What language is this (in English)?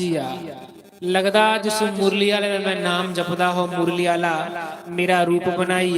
Dogri